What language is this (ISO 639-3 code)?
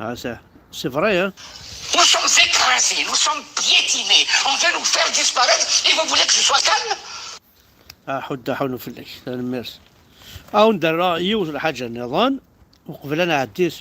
kab